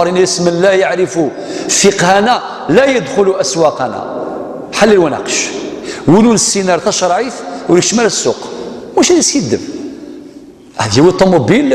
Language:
Kabyle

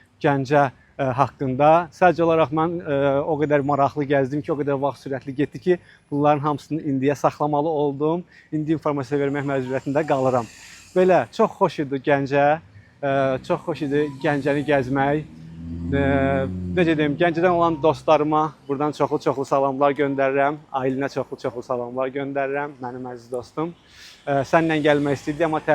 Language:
Azerbaijani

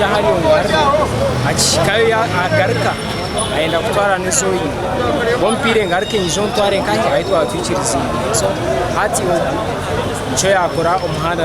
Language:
Nyankole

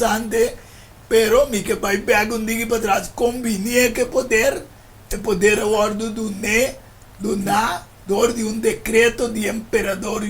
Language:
Papiamento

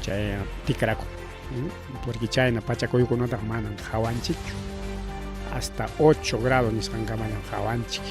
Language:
Ayacucho Quechua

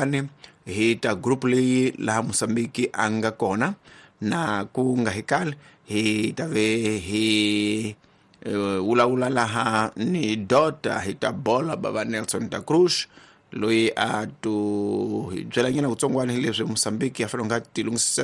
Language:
Tsonga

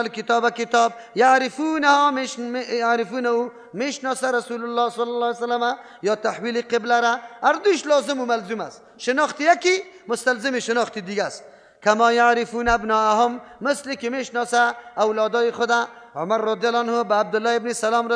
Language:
Persian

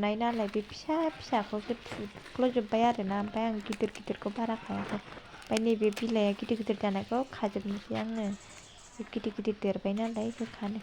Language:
Bodo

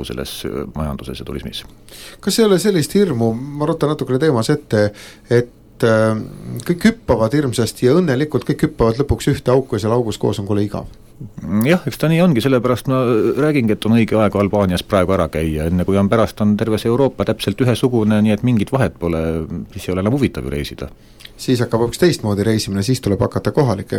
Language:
Estonian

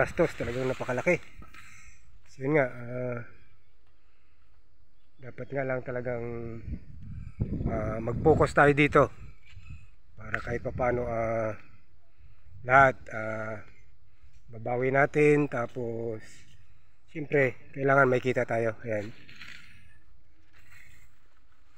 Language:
Filipino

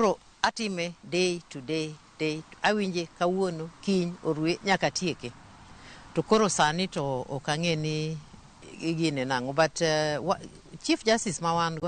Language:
Luo (Kenya and Tanzania)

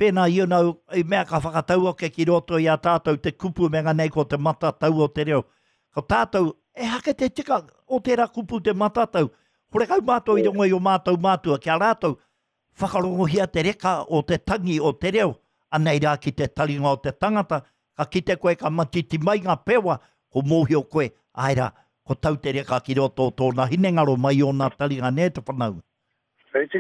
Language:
Māori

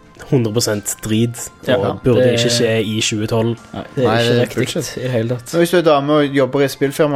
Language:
Norwegian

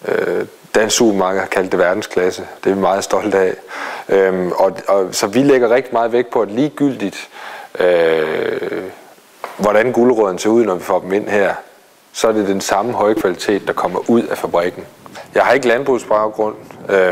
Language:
Danish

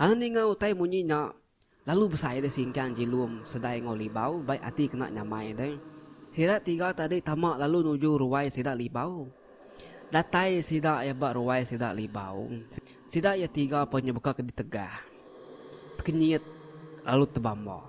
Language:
Iban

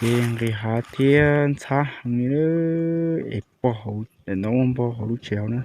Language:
Hmong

